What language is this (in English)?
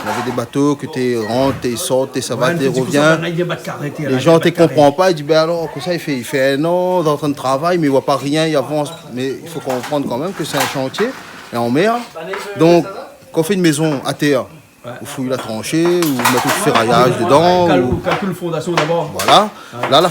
Réunion Creole French